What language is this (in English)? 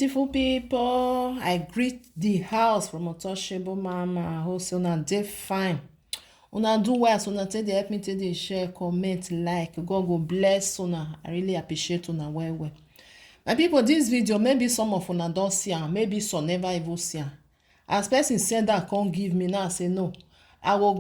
Nigerian Pidgin